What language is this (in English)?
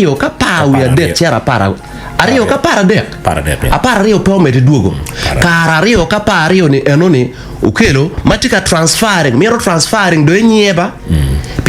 Acoli